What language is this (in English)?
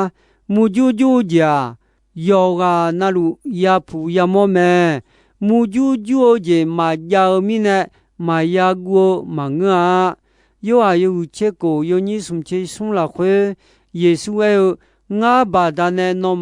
Akha